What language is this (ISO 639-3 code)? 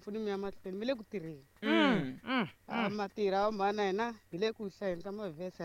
tso